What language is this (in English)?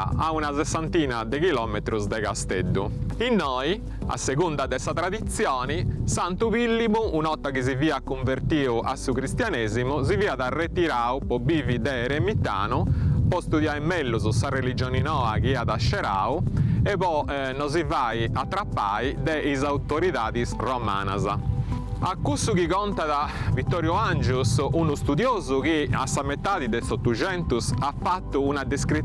Sardinian